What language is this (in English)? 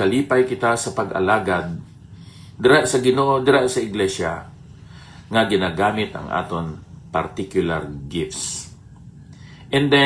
Hiligaynon